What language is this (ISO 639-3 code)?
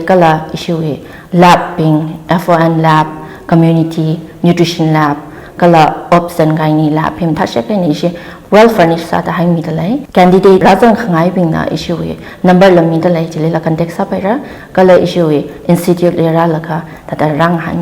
nmf